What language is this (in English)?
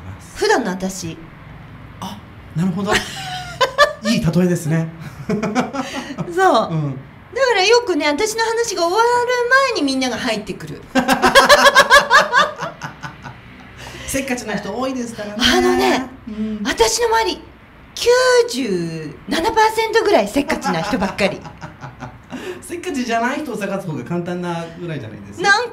Japanese